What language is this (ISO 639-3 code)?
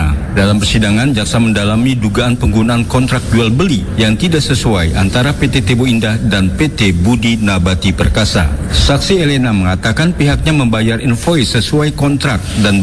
ind